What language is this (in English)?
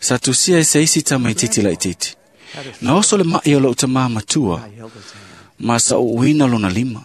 Samoan